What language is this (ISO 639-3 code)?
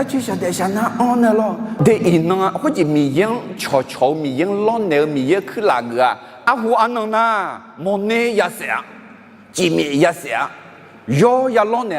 ahk